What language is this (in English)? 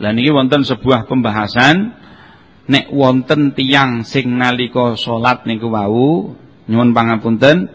Javanese